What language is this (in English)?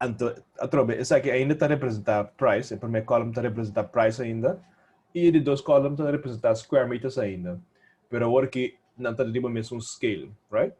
Papiamento